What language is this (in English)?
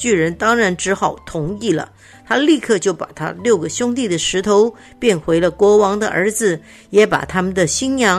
Chinese